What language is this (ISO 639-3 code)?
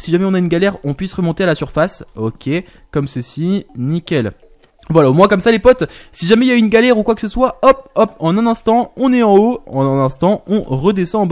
fra